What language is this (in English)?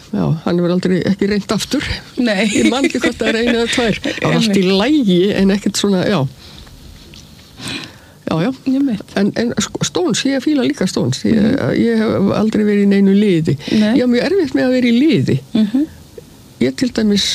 Icelandic